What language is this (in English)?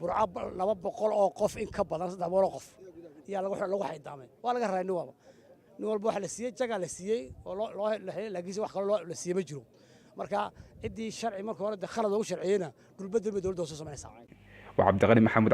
Somali